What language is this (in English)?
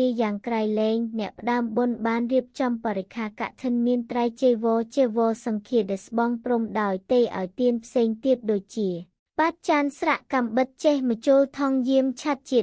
Khmer